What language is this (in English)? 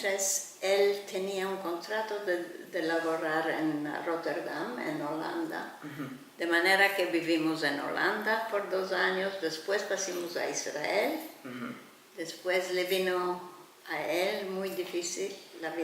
Ladino